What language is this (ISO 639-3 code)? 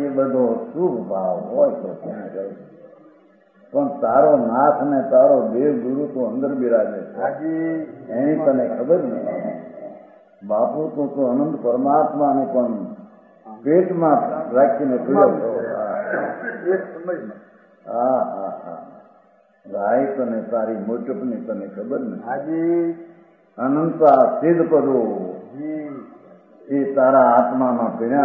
guj